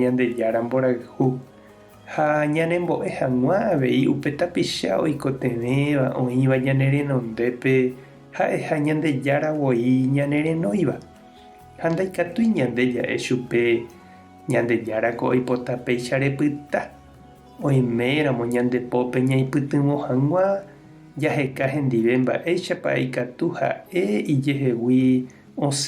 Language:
Guarani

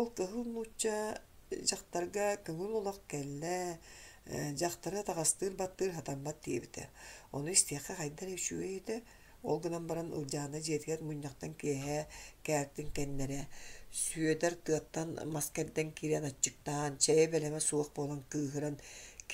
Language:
Yakut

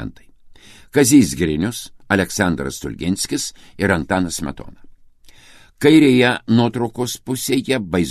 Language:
Lithuanian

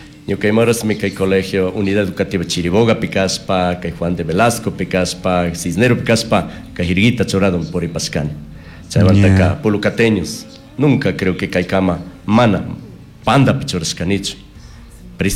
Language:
Chimborazo Highland Quichua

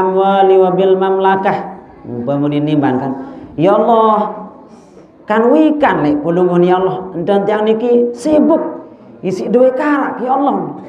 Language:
Sasak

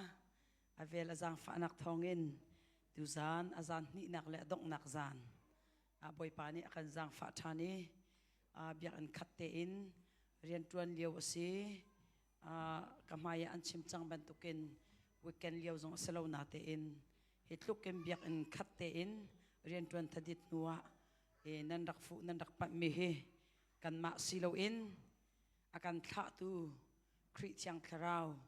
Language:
Hakha Chin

